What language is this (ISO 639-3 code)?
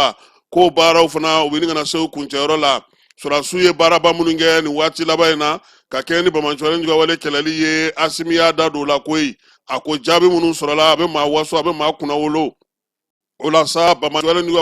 bam